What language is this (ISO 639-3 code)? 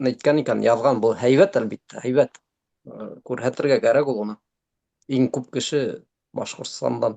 bak